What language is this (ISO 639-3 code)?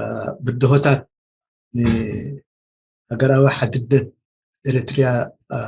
tir